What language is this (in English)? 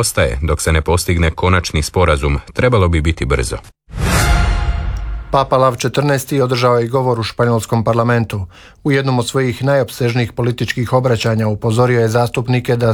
Croatian